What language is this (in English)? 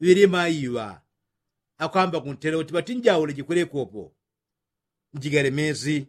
Yao